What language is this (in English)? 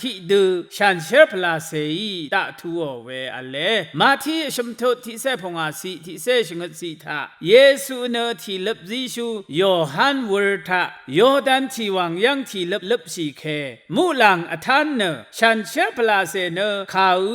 Rawang